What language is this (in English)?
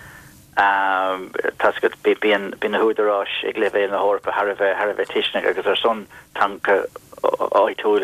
Irish